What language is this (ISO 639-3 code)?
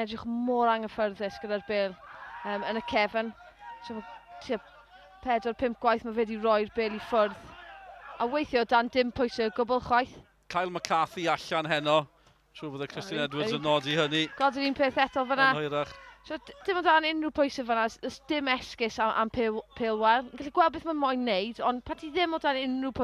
cym